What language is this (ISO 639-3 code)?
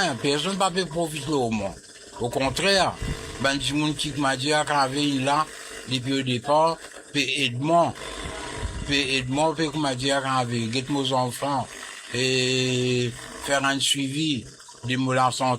mfe